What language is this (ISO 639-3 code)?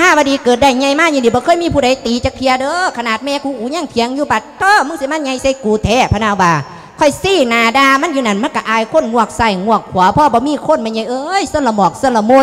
lao